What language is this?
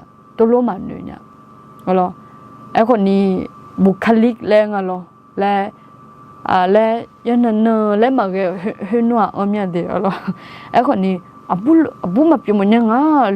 Akha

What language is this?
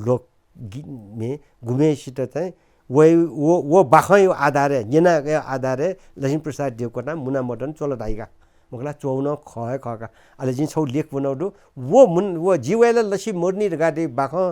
Newari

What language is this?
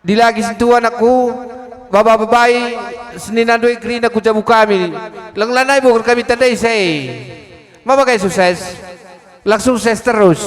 Batak Karo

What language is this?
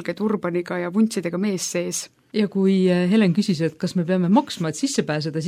Estonian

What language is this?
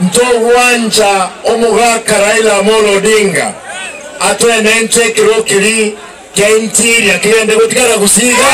Gusii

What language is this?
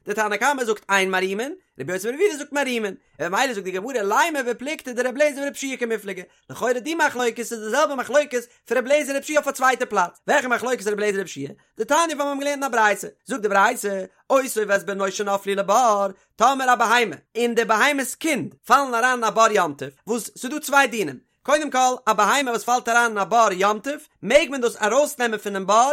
Yiddish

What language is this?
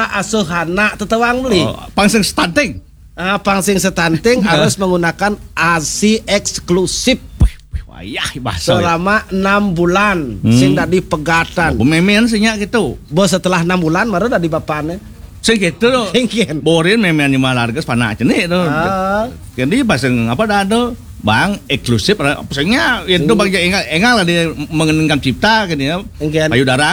Balinese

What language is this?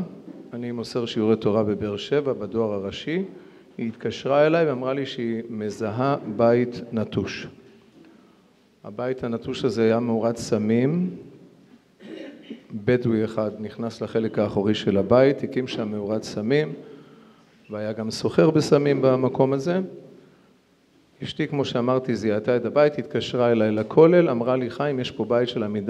Hebrew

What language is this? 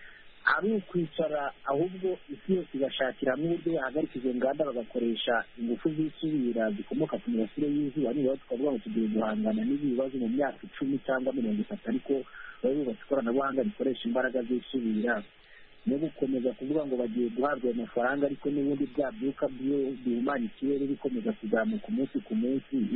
Kinyarwanda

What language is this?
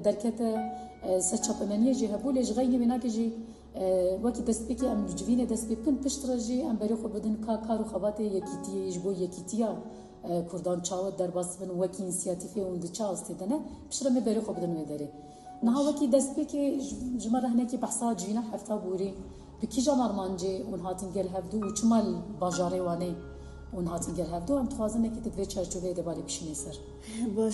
Kurdish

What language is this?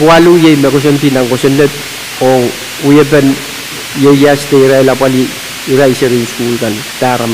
Pohnpeian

